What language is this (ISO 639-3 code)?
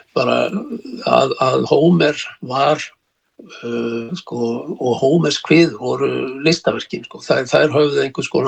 isl